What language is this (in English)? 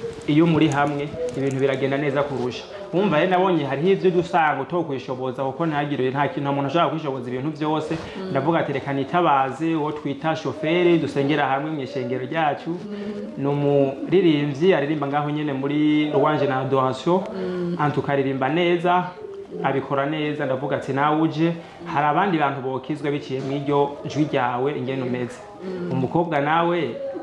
Rundi